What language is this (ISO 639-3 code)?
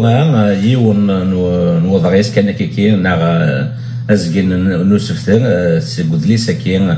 kab